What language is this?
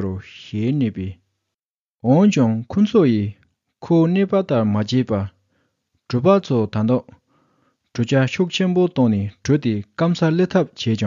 Tibetan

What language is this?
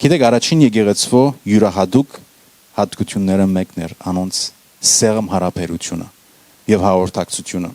Western Armenian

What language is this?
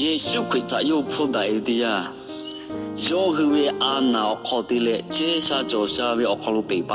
Lahu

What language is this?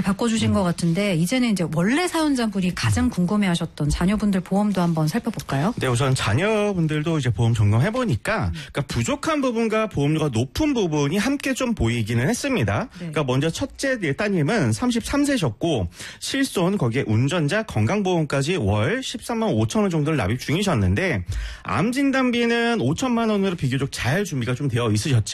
Korean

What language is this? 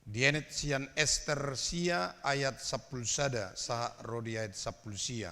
Batak Toba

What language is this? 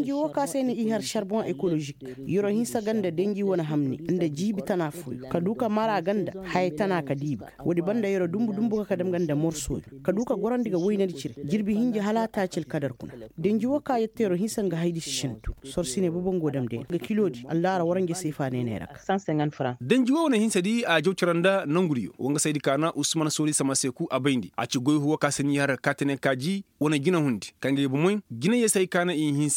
Koyraboro Senni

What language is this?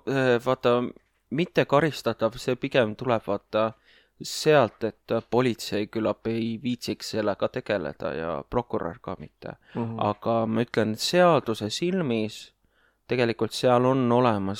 Estonian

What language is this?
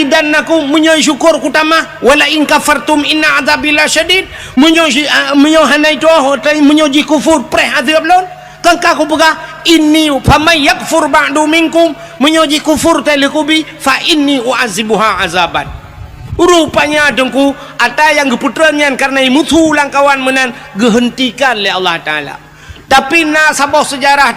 Achinese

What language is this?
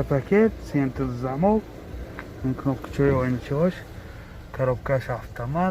Tajik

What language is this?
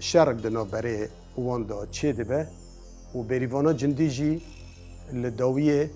Kurdish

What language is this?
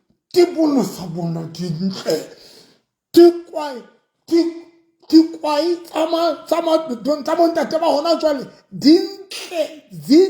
Southern Sotho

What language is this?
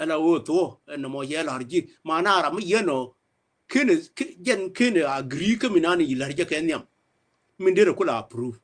Nuer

